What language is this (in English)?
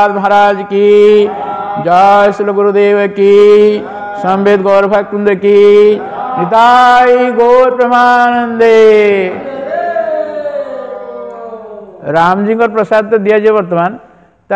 Odia